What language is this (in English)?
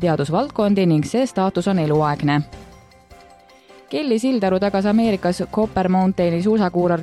Estonian